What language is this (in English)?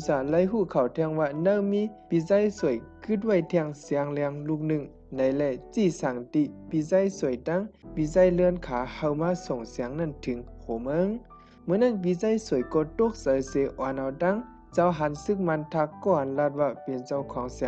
Shan